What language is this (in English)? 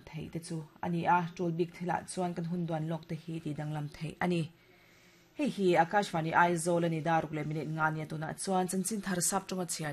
Mizo